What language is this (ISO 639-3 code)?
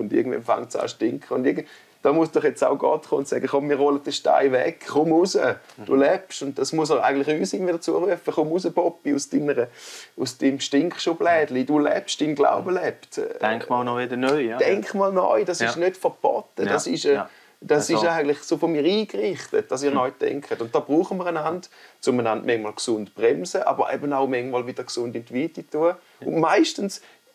gsw